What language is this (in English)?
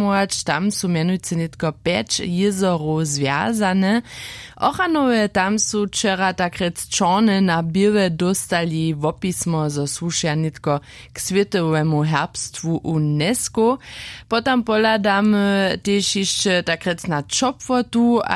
Upper Sorbian